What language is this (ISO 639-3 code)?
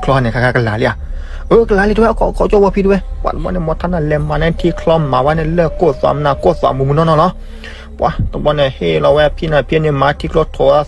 ksw